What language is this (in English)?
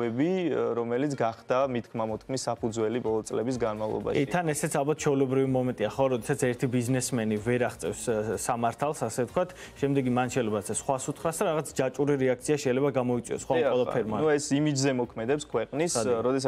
Georgian